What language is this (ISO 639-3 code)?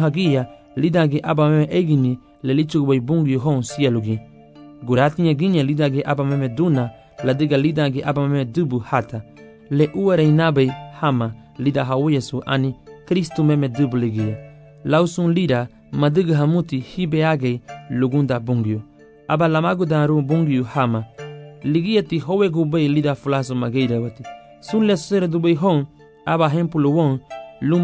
cab